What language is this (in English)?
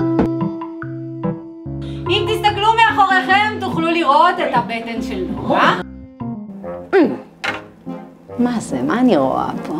Hebrew